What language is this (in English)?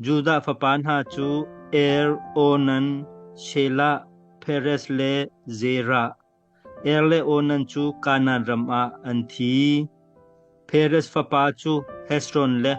Hakha Chin